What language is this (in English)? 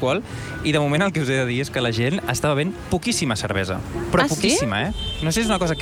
Catalan